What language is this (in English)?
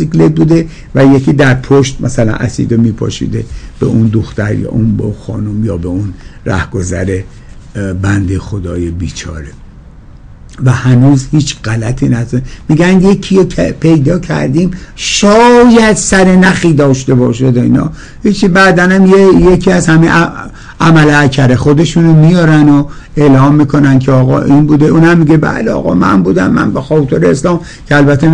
Persian